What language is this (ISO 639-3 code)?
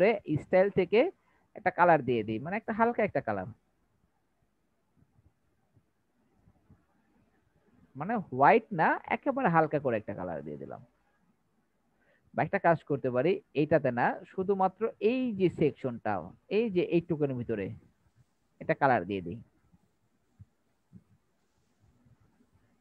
ben